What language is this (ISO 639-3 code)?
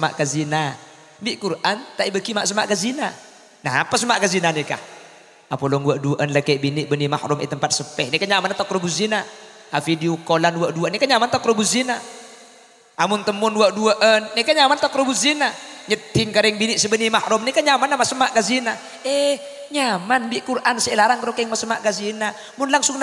mad